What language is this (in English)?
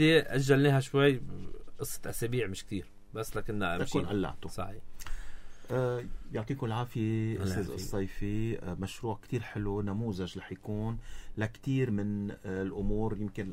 North Levantine Arabic